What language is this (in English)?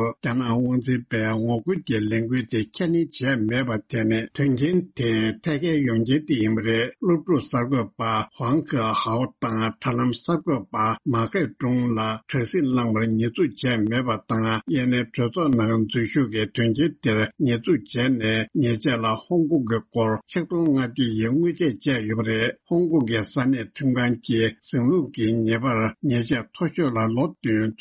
Tibetan